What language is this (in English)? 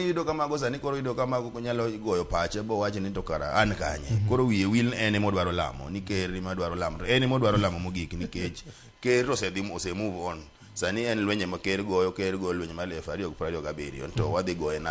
Luo (Kenya and Tanzania)